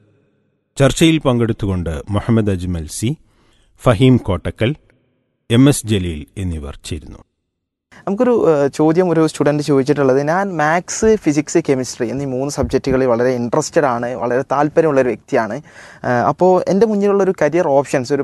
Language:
Malayalam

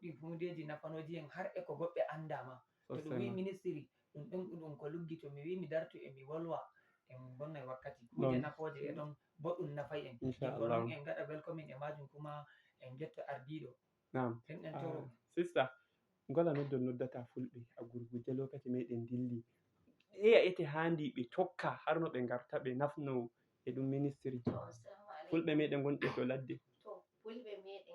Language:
Fula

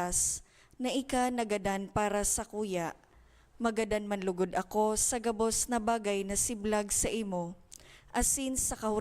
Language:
Bikol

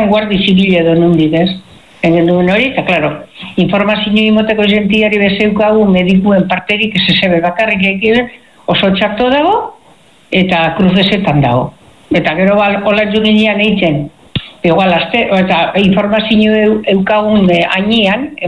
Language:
Basque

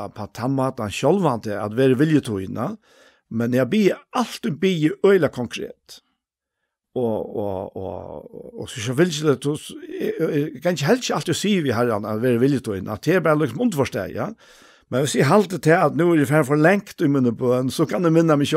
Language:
Faroese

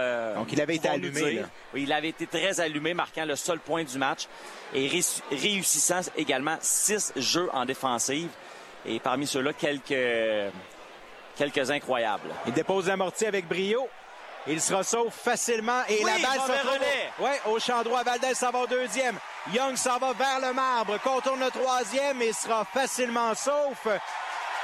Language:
French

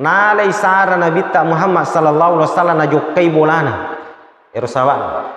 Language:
Buginese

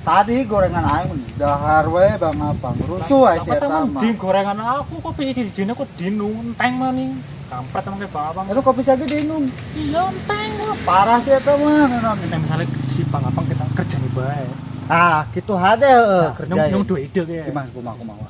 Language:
Betawi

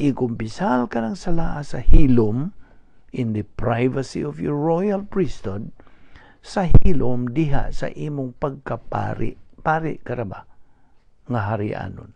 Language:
Cebuano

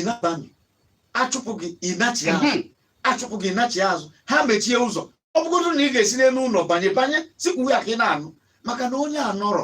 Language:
Igbo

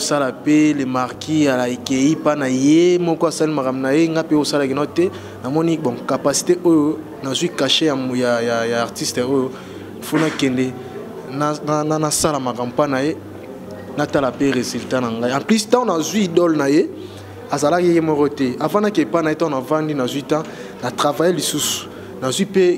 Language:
Lingala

